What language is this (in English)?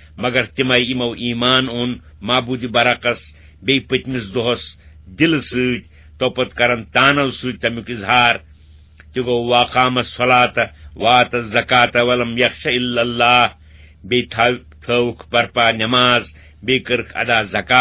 Kashmiri